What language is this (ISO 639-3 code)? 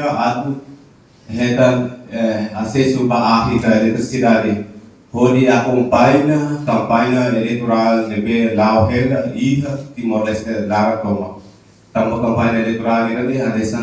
tet